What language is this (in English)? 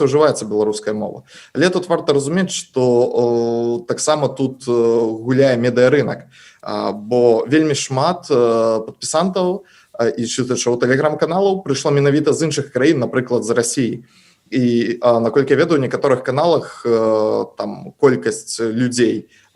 Belarusian